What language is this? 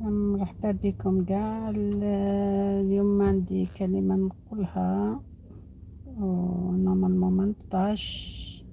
Algerian Arabic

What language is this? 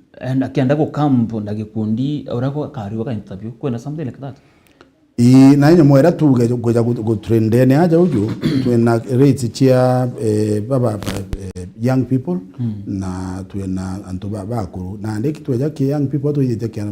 Meru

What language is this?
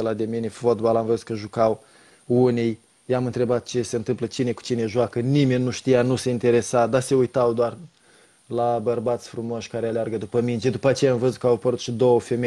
Romanian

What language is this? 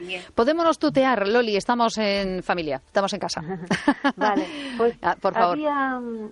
Galician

